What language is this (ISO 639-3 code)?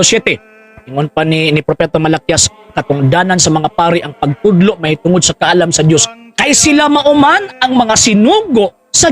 ceb